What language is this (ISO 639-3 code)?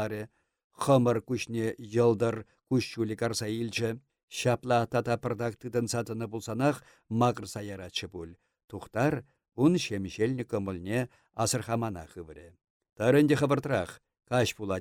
chv